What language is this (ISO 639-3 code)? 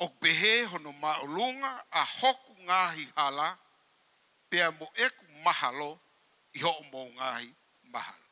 ton